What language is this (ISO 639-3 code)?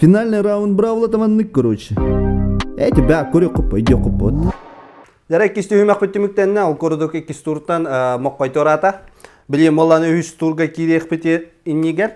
sah